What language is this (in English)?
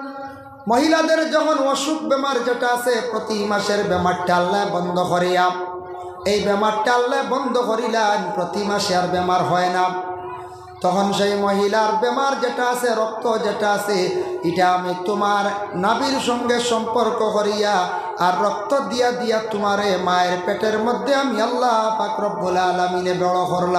Sylheti